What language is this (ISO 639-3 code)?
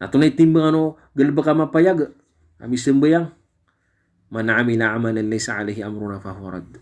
mrw